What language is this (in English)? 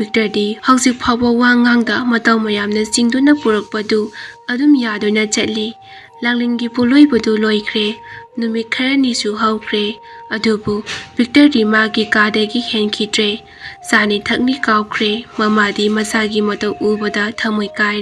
Manipuri